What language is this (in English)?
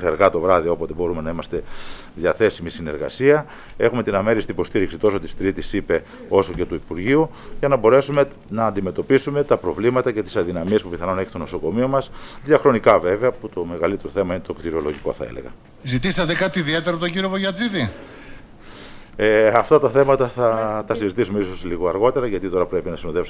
Greek